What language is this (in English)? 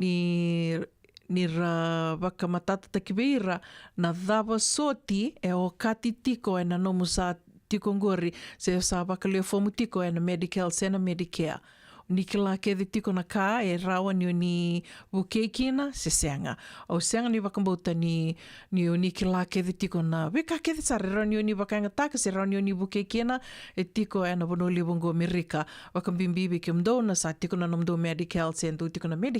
Fijian